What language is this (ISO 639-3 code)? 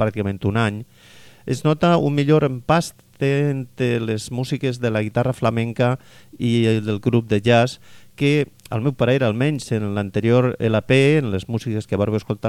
cat